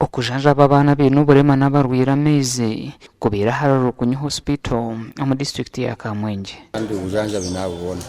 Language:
Nyankole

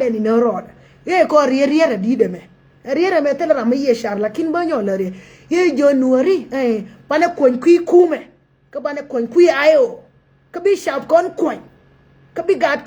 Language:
Nuer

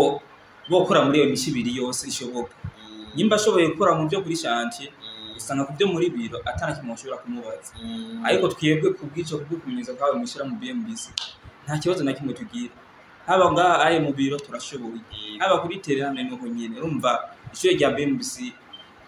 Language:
Rundi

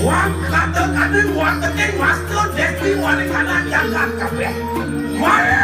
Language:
Balinese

